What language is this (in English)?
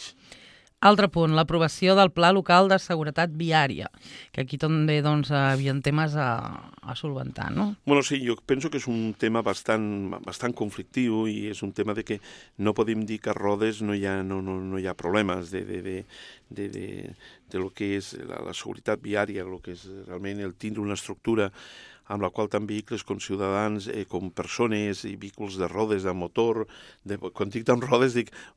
Catalan